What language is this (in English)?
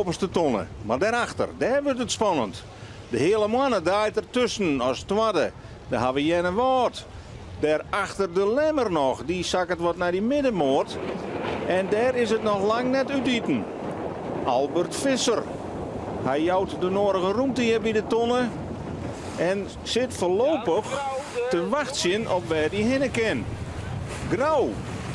Western Frisian